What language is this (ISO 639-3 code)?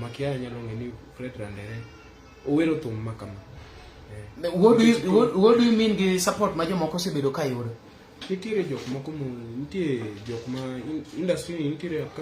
luo